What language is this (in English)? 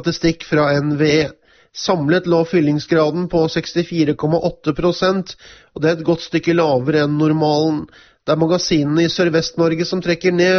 Norwegian